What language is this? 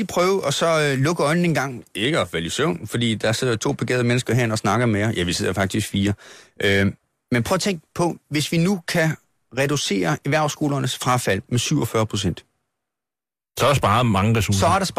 Danish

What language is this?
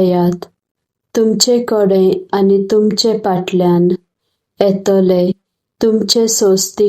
Konkani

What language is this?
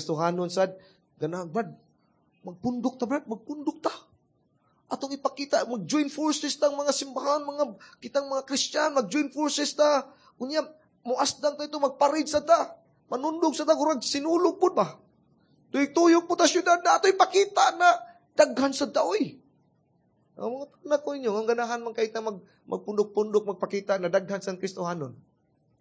Cebuano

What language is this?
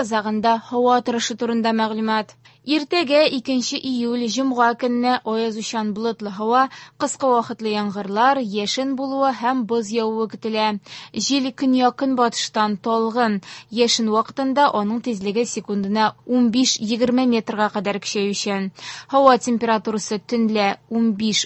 Tatar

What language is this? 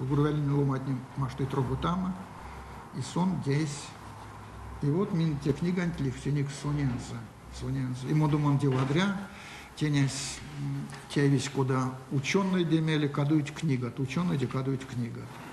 Erzya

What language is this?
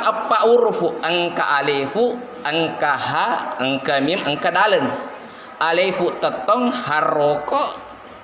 Buginese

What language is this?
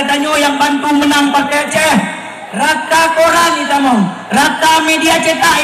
Achinese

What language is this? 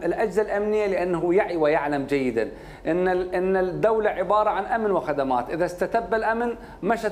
Mesopotamian Arabic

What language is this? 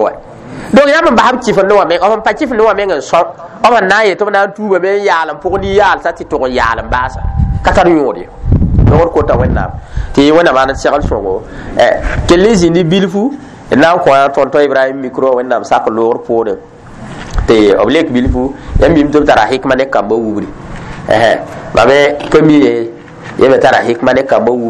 Mossi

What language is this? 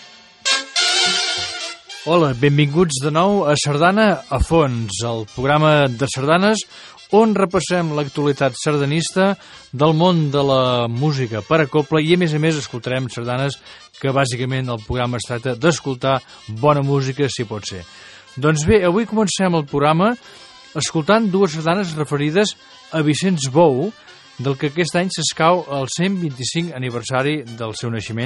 Catalan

